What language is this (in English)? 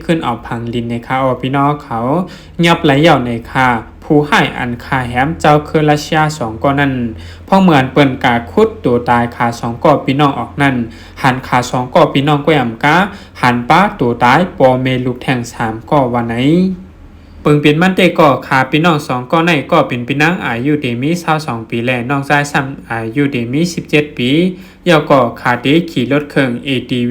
Shan